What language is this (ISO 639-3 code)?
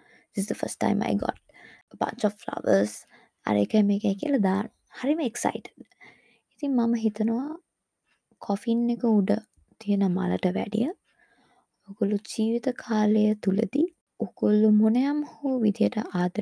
sin